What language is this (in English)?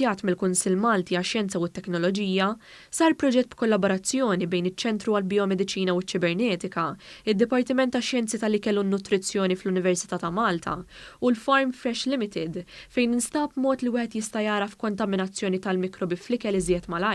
Maltese